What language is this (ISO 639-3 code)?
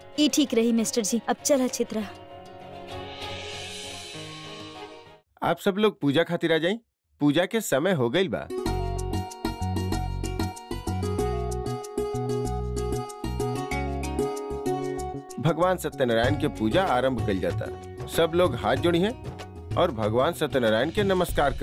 bho